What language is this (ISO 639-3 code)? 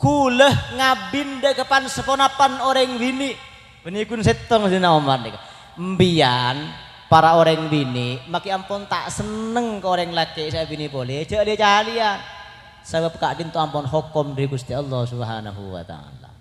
mad